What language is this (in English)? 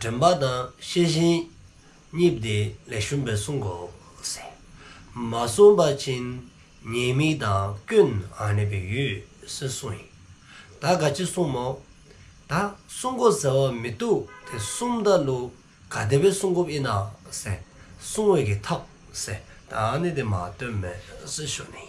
Dzongkha